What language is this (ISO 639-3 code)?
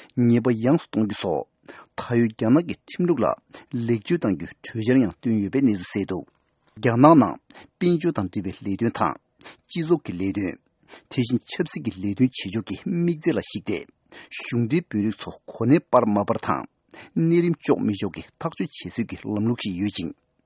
bod